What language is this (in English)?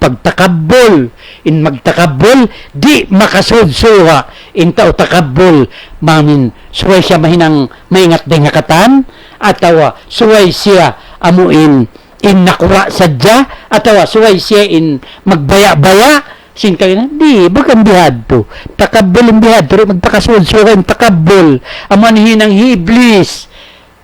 Tausug